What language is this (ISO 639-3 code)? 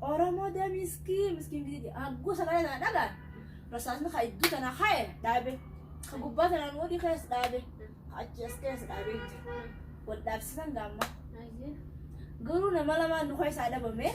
orm